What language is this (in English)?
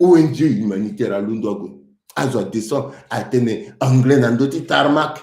Sango